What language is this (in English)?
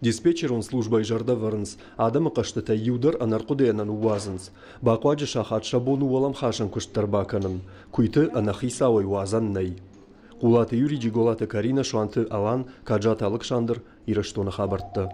Ossetic